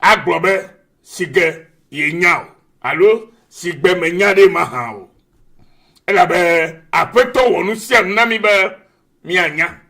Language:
Ewe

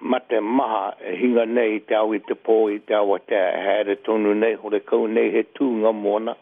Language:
Māori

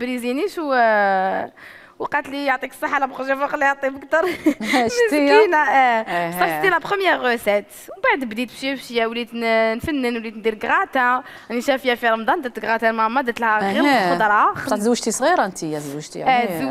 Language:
Algerian Arabic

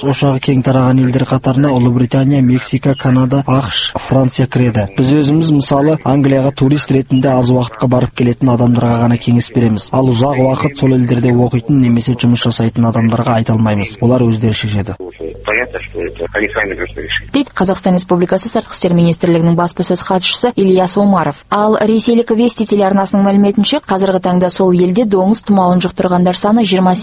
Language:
Kazakh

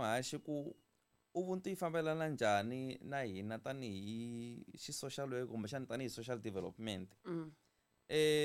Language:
Tsonga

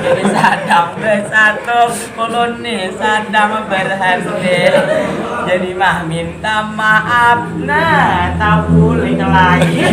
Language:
Banjar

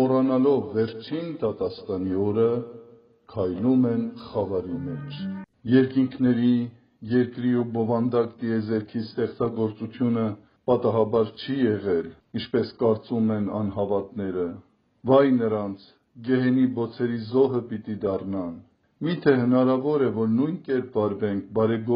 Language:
Armenian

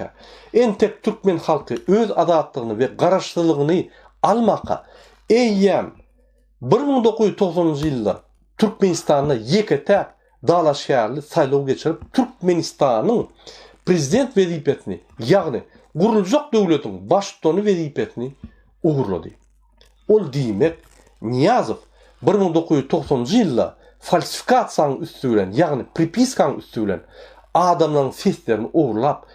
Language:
Turkmen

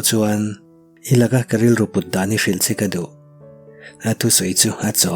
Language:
Mizo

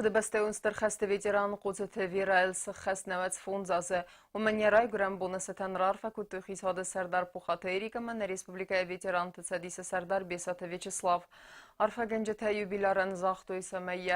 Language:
Ossetic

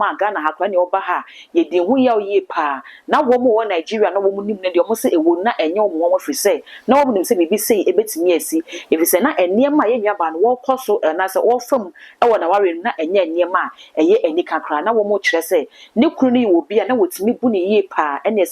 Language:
Akan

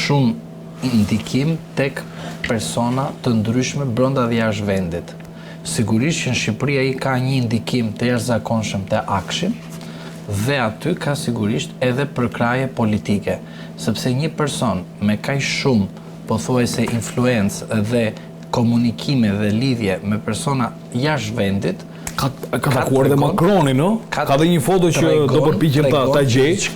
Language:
Albanian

